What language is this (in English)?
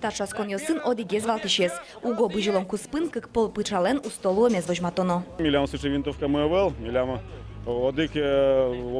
Udmurt